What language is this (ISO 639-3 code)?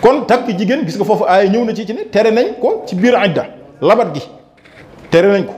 wol